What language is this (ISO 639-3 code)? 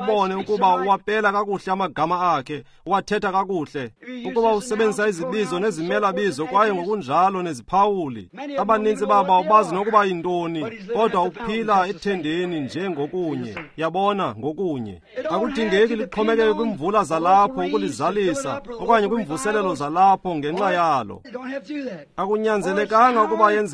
xho